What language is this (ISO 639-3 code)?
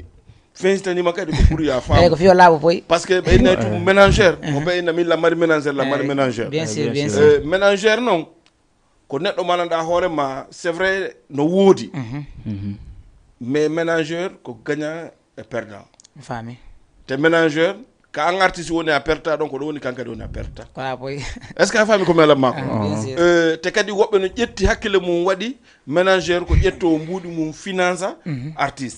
ful